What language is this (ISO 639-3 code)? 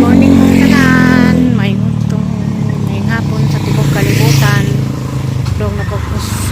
ceb